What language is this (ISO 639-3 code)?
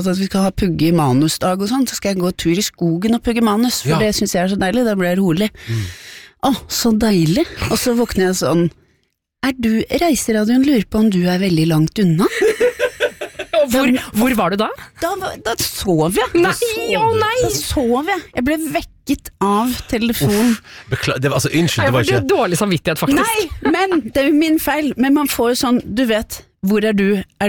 nor